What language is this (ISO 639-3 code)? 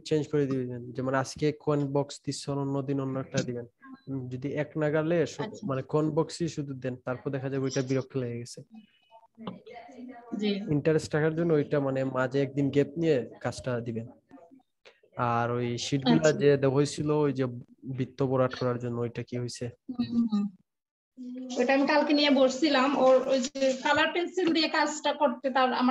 ben